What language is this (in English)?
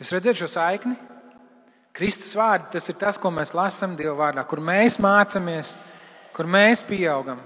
Latvian